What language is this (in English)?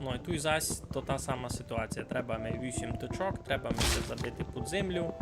Rusyn